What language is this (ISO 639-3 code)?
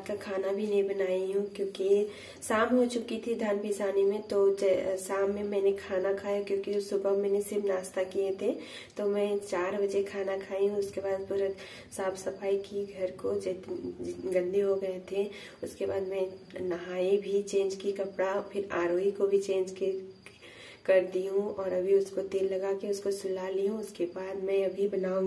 hin